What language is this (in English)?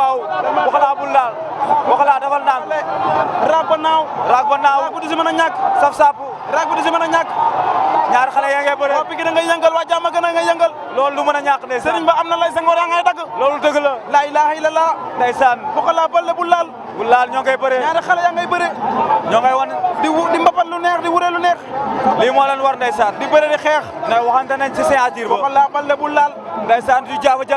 Wolof